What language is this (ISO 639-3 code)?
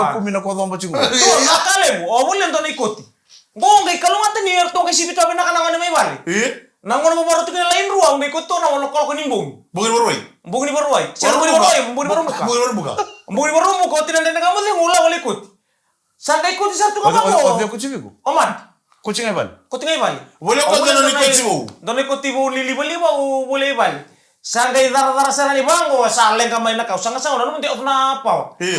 fij